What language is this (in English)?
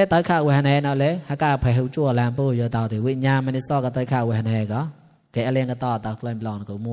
Mon